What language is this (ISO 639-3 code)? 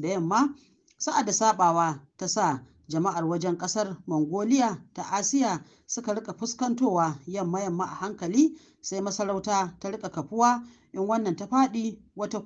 hau